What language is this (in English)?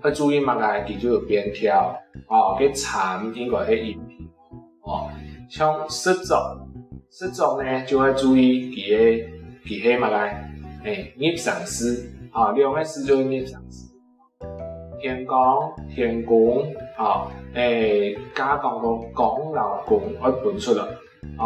Hakka Chinese